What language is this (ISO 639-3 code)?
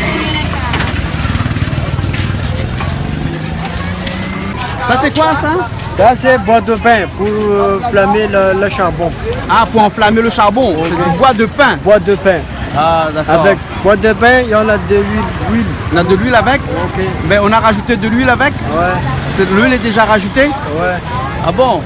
rcf